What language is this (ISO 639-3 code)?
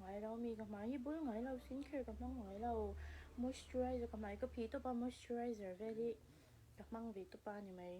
lus